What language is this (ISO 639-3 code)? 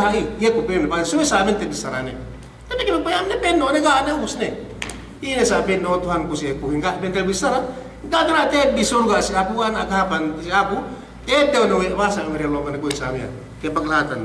yka